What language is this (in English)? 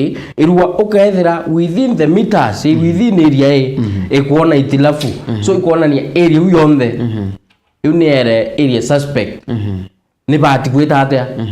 Meru